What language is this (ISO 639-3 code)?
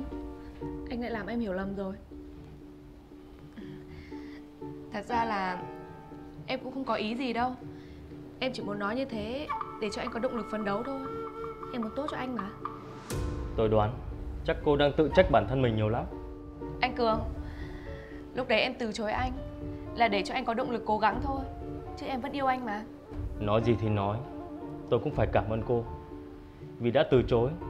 vie